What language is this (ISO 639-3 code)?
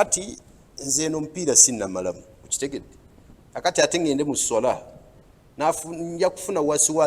lug